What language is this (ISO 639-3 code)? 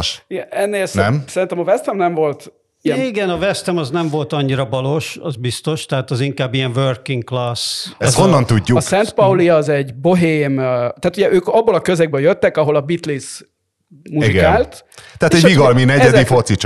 hun